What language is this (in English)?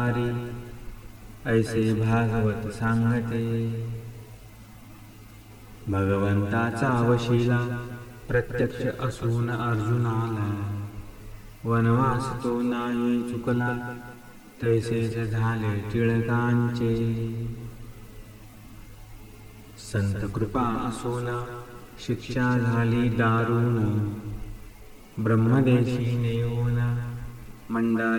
Marathi